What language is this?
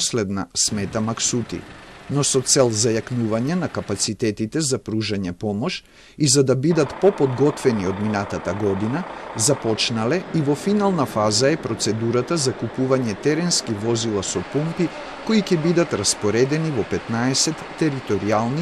Macedonian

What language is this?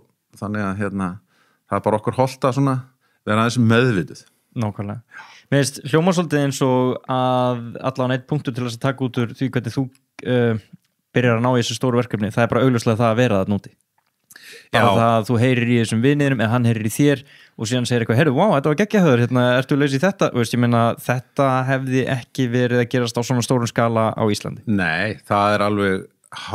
Icelandic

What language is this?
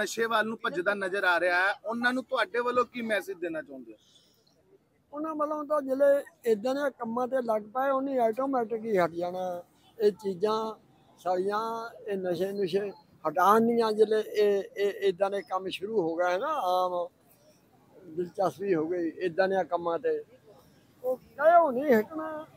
Punjabi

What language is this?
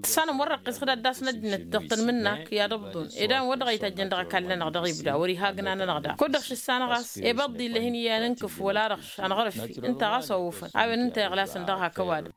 Tamasheq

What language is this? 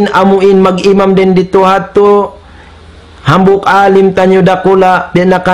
Tausug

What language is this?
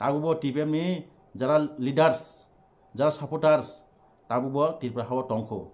Kok Borok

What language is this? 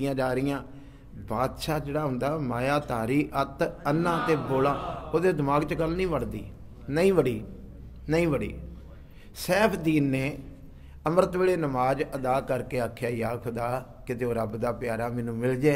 Punjabi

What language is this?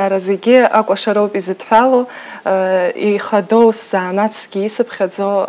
Abkhazian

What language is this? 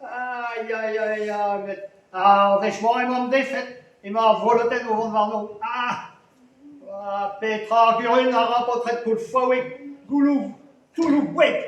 Breton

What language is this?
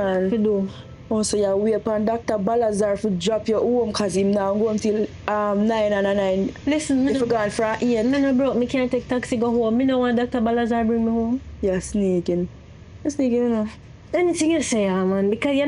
Jamaican Creole English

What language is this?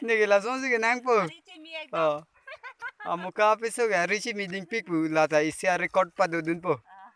Karbi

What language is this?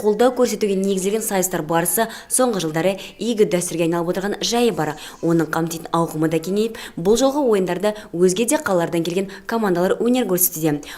Kazakh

